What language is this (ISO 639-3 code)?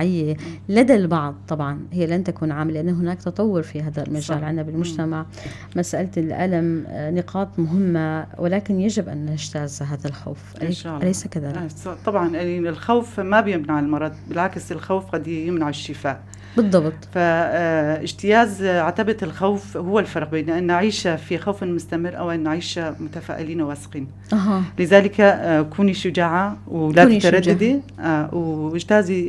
apc